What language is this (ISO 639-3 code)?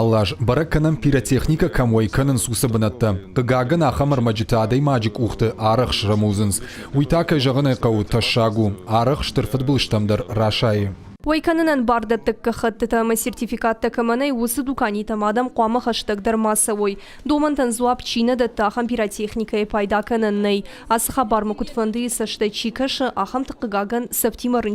oss